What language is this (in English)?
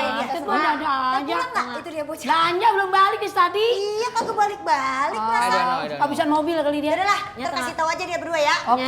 Betawi